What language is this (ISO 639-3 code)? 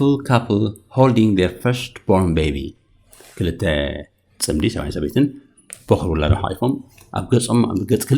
tir